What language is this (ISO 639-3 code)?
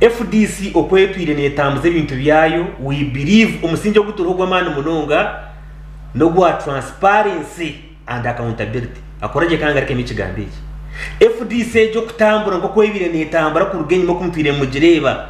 nyn